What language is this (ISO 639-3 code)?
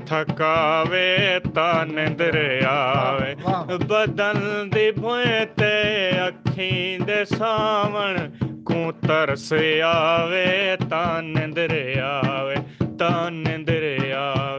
skr